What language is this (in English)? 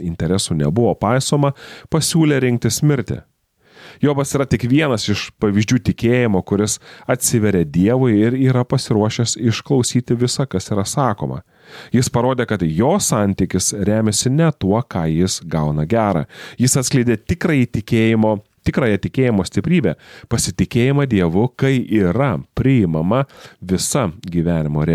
Lithuanian